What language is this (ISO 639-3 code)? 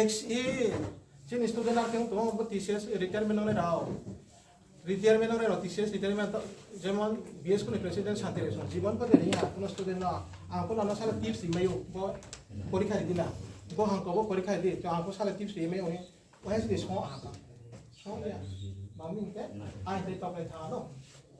ria